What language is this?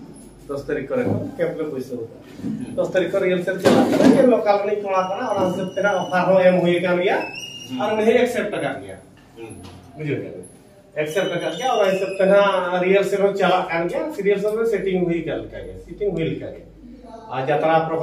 Santali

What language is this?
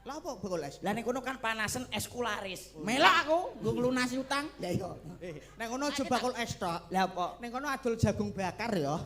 Javanese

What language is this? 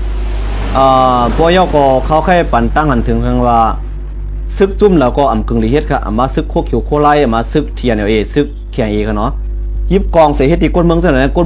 Shan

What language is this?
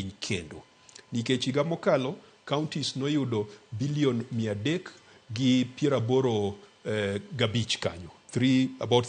Luo (Kenya and Tanzania)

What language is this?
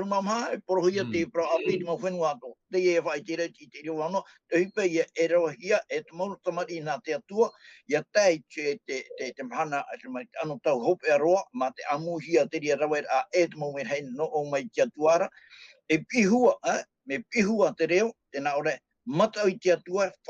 Tahitian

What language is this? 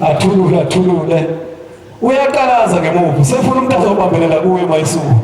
Zulu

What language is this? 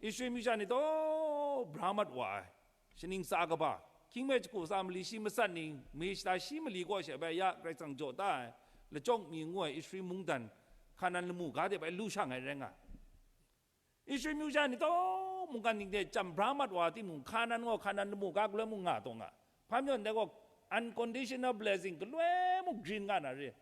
Kachin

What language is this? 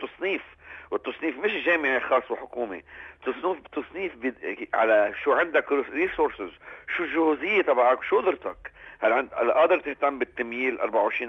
North Levantine Arabic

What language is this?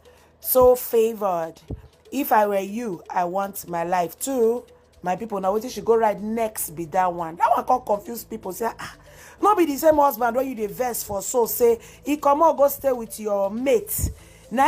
Nigerian Pidgin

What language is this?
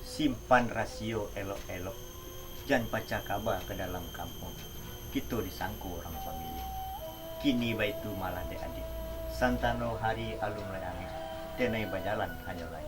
Minangkabau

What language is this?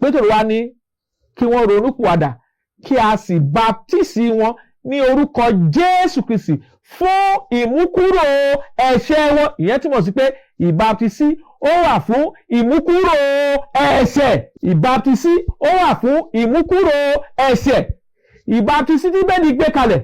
Yoruba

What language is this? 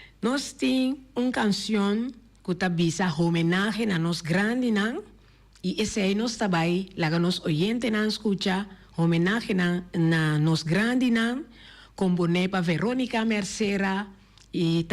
Papiamento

